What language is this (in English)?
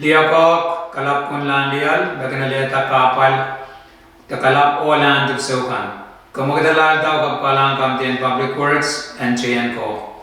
Pohnpeian